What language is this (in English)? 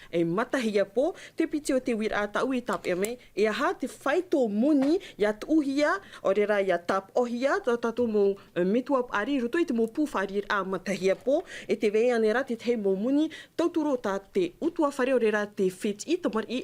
Tahitian